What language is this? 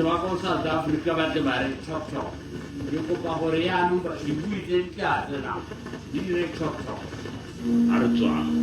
Tswana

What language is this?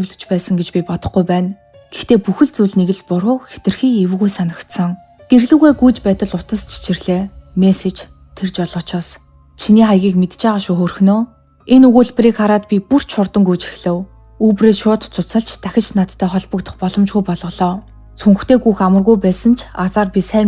Mongolian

